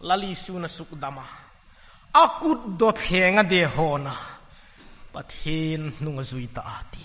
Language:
Hmar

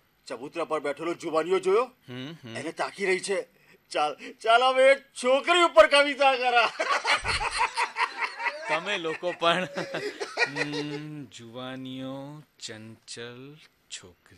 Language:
Gujarati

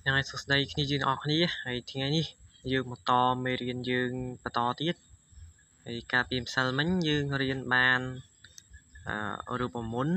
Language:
Khmer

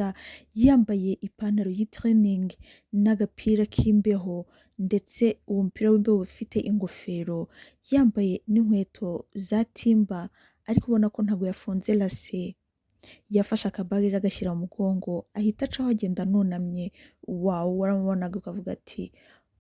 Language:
Kinyarwanda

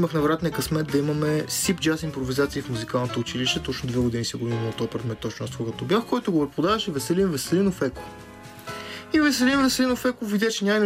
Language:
Bulgarian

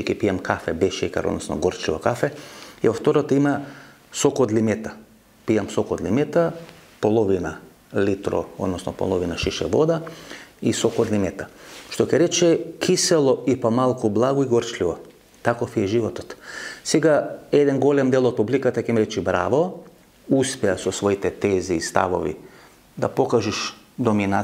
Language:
Macedonian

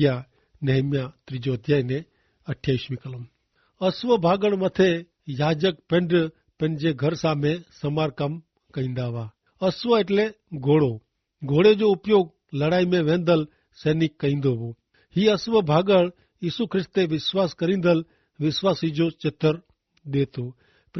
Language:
Kachhi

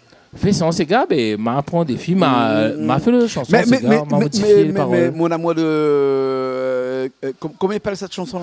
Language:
Réunion Creole French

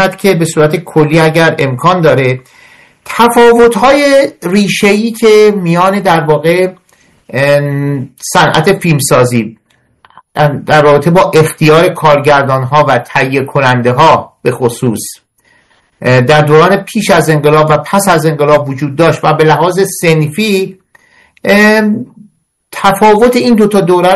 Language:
Persian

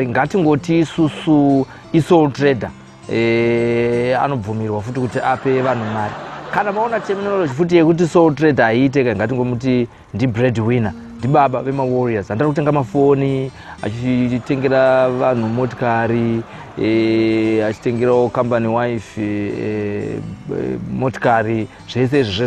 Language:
Shona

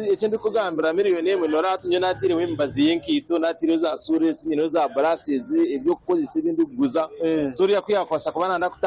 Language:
Nyankole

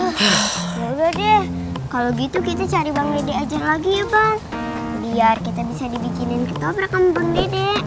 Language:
Betawi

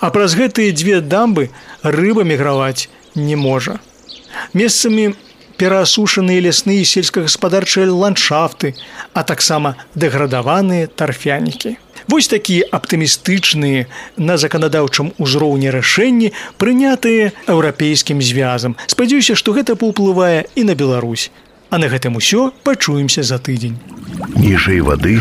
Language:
Belarusian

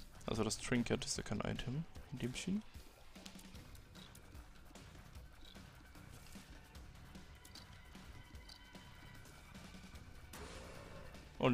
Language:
German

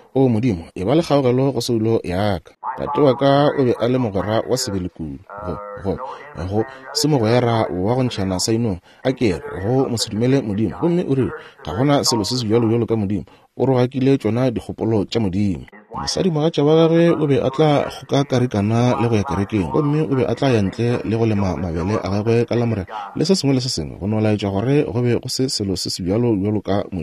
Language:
Northern Sotho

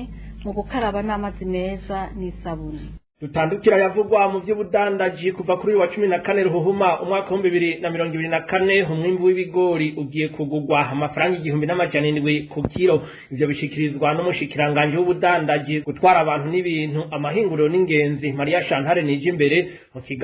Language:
Rundi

